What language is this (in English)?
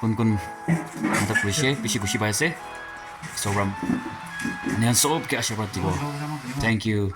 Naga Pidgin